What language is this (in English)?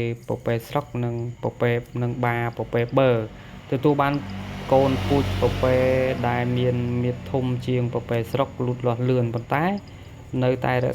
Khmer